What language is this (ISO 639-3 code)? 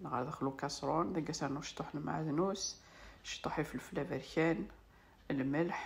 kab